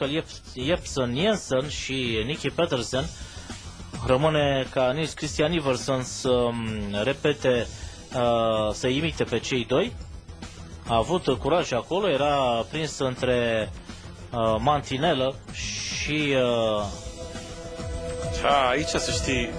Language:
Romanian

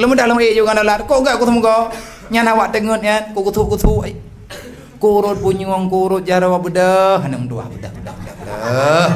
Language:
Achinese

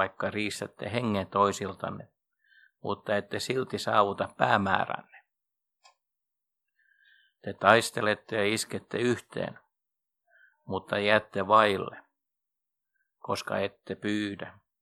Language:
Finnish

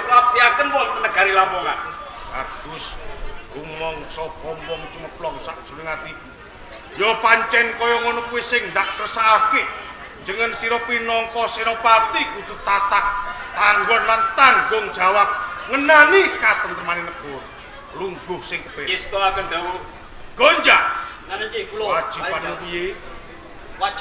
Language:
Javanese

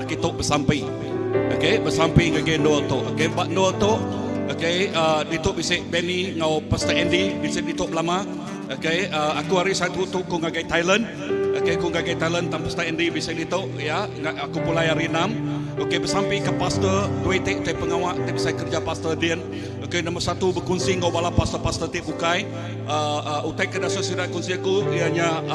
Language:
Iban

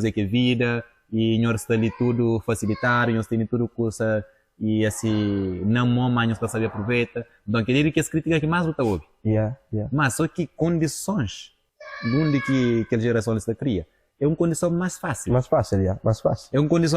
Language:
Kabuverdianu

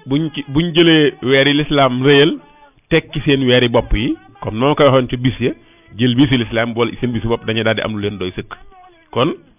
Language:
Wolof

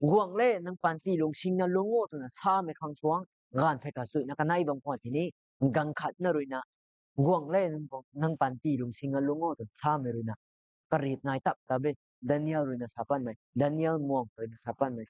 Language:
Rongmei Naga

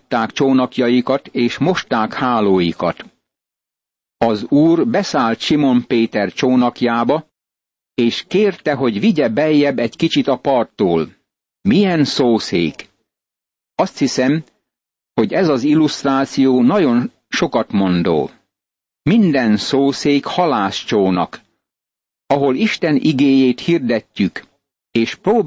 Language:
Hungarian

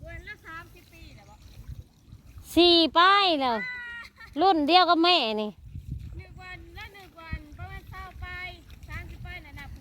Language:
Northeastern Thai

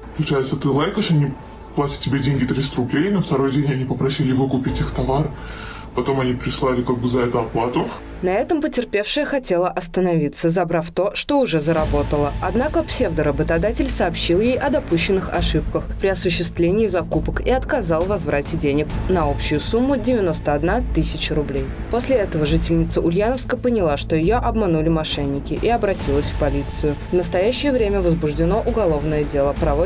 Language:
Russian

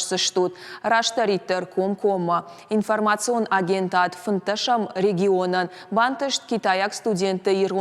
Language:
Ossetic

